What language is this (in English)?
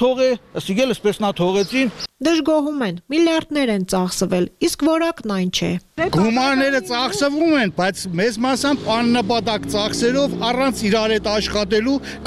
Armenian